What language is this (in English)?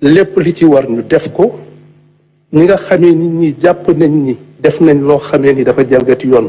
Wolof